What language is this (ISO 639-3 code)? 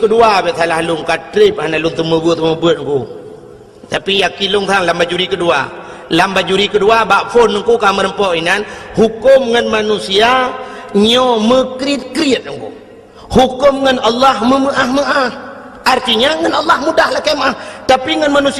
ace